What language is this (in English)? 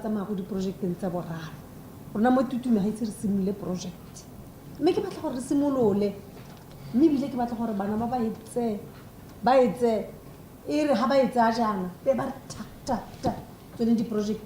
Tswana